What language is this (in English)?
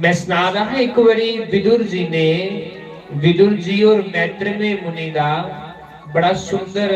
Dogri